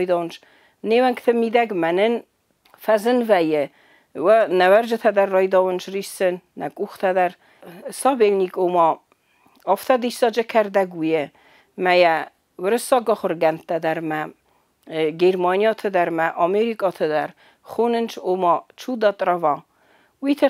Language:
Ossetic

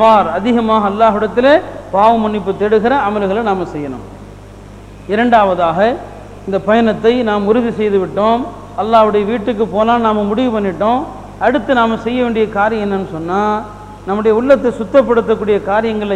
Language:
Tamil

